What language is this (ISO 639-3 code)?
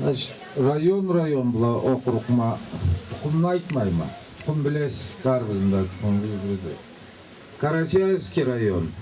krc